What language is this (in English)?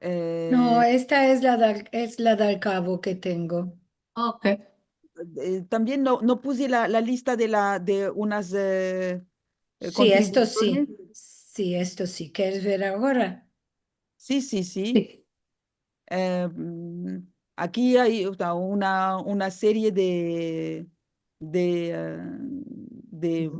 Ladino